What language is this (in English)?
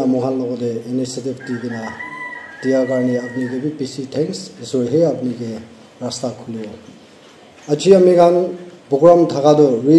Naga Pidgin